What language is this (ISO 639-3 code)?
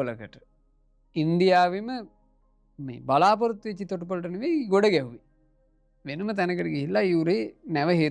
sin